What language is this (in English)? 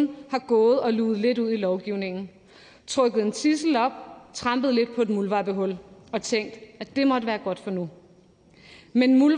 Danish